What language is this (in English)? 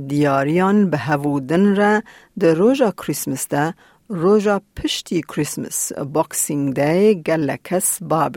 Kurdish